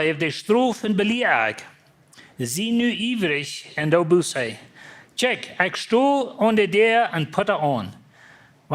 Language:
Plautdietsch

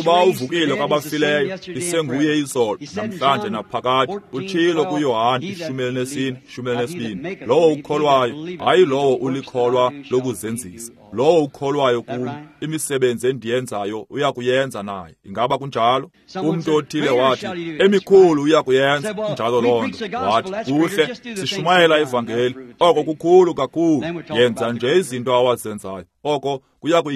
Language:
Xhosa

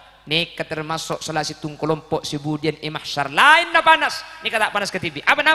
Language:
Madurese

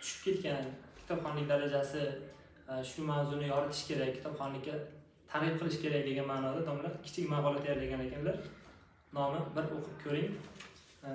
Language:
Uzbek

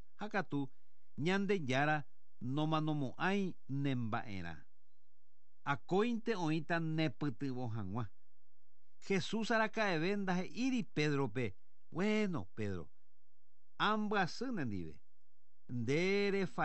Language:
Guarani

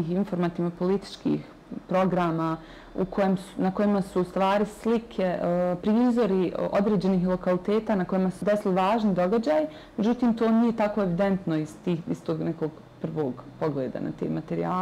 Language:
Bosnian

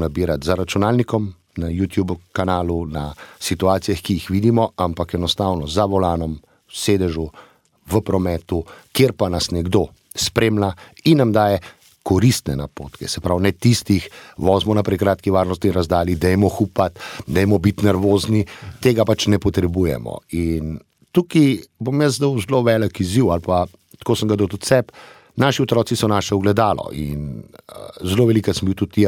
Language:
Slovenian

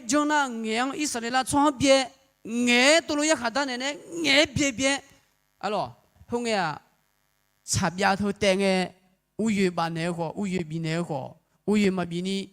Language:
Akha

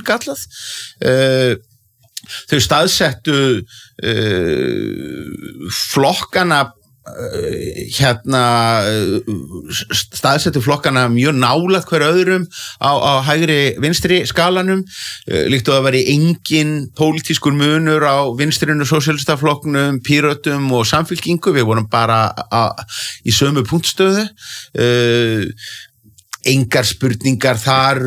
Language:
Icelandic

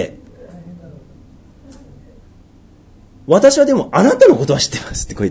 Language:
Japanese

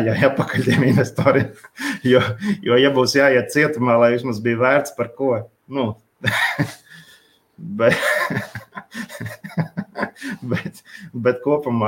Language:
Latvian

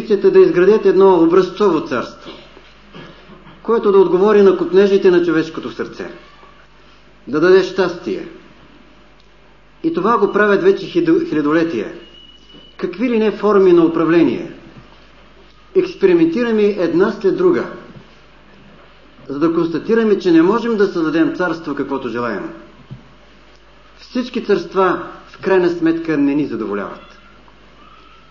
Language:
Bulgarian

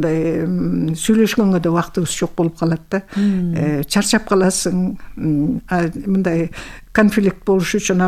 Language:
Kyrgyz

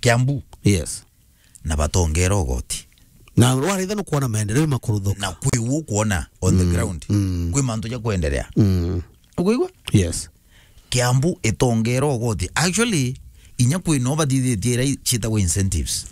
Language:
Meru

